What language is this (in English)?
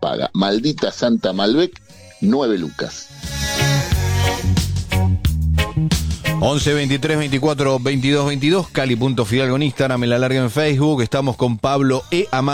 Spanish